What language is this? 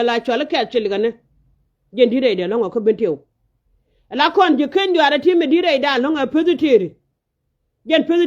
Nuer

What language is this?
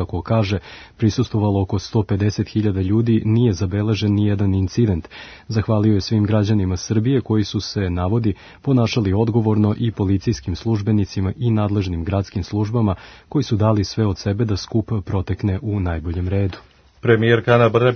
Serbian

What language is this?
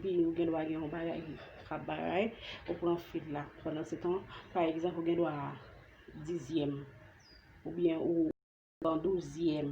Haitian Creole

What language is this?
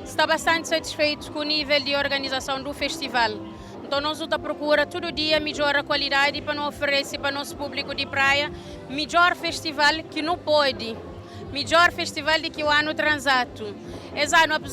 Kabuverdianu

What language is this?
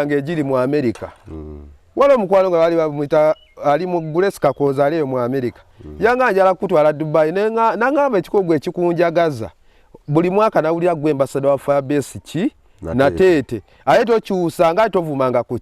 Ganda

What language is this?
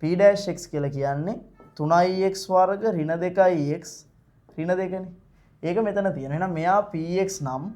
Sinhala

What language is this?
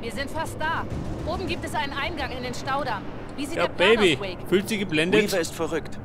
Bavarian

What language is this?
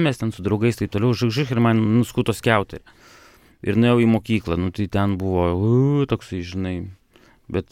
Lithuanian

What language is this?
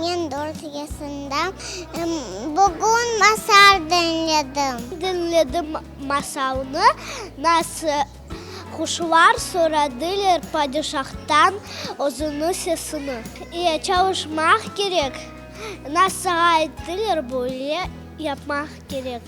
Crimean Tatar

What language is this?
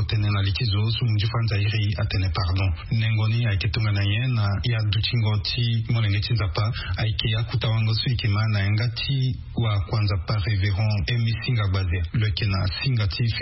Sango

